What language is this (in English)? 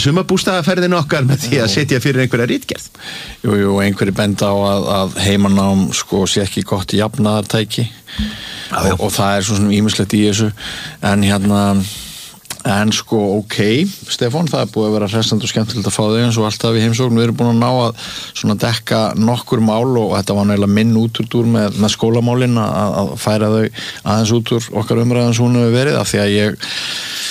Icelandic